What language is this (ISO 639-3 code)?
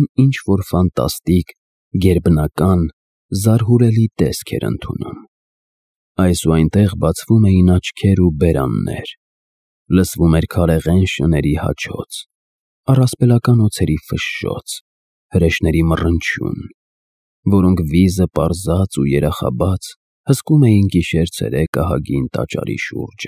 hye